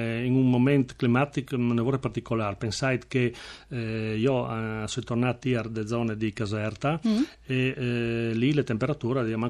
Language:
Friulian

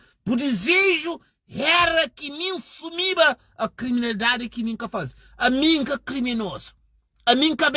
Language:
Kabuverdianu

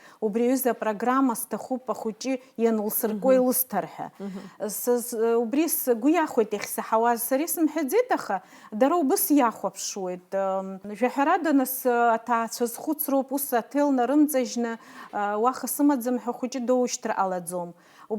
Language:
Abkhazian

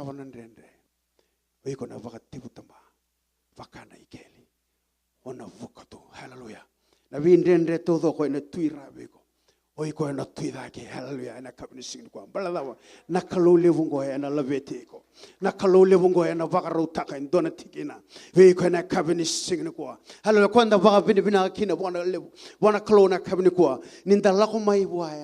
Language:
Fijian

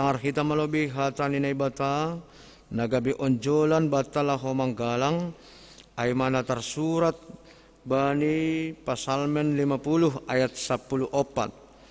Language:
Batak Simalungun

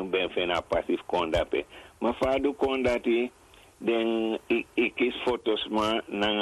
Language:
Sranan Tongo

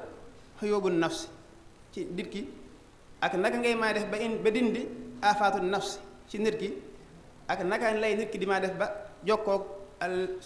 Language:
Wolof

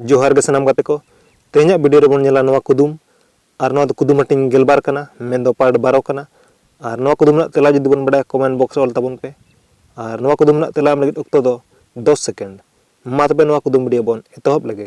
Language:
Santali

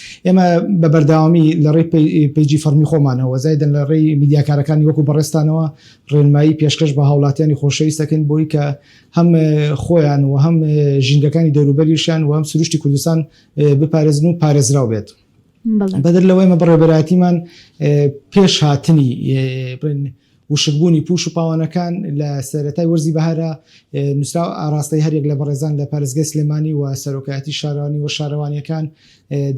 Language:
Central Kurdish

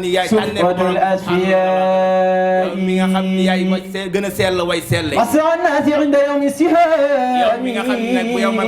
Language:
Wolof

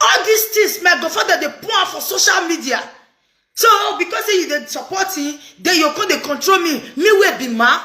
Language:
Nigerian Pidgin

